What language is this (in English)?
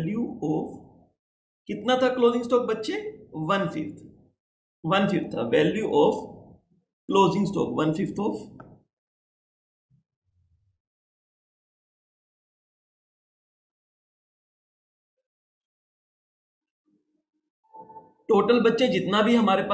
Hindi